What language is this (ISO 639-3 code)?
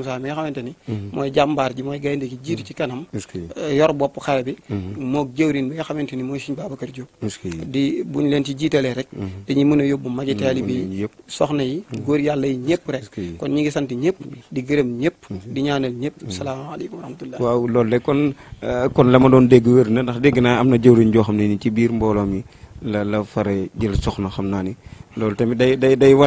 wol